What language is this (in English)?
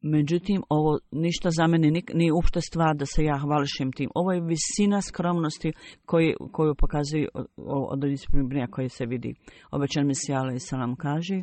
Bosnian